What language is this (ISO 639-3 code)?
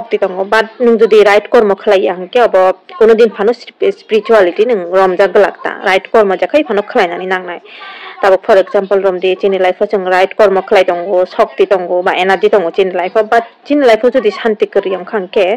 trp